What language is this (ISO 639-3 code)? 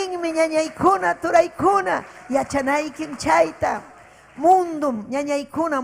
quy